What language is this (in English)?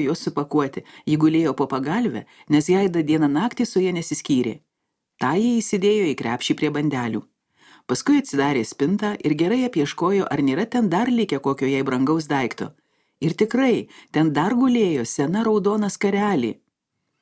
Lithuanian